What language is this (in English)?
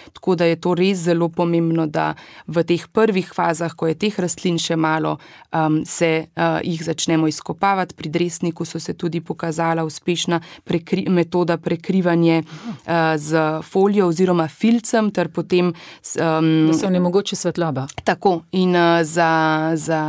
Slovenian